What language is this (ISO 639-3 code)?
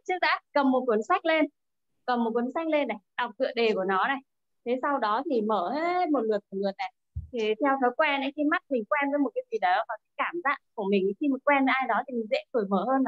vie